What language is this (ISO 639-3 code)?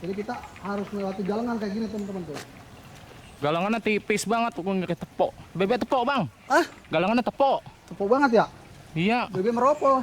bew